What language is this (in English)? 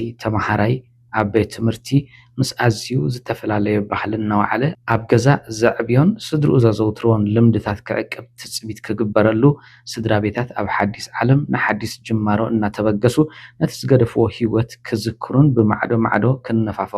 Tigrinya